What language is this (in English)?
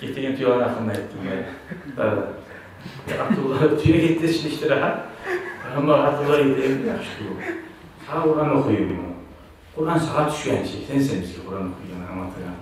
Kumyk